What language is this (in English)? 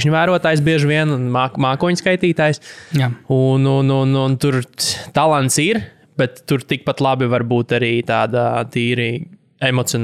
Latvian